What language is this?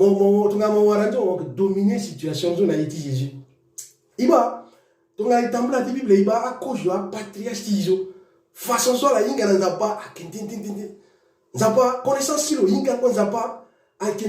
Sango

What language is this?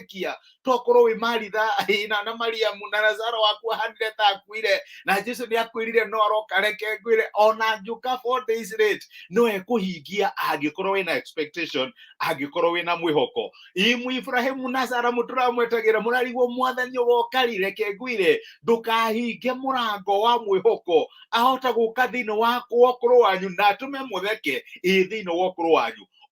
Kikuyu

